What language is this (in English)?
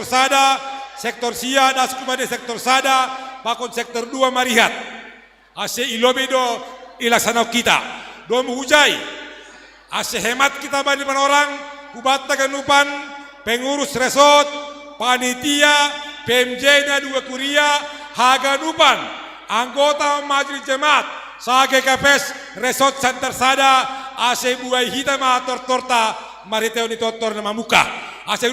Batak Simalungun